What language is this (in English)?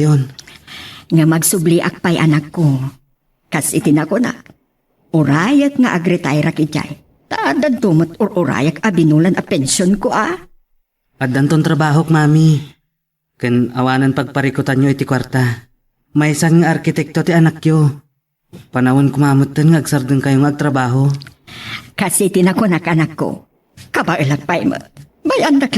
Iloko